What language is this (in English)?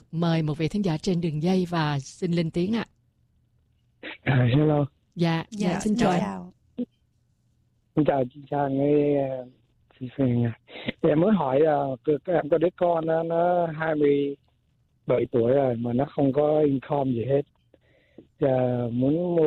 Vietnamese